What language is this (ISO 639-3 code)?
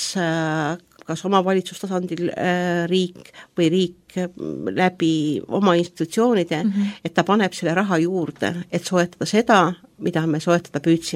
est